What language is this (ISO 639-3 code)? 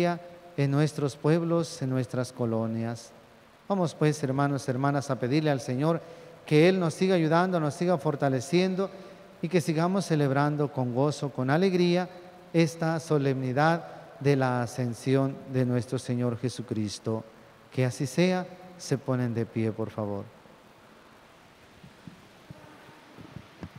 spa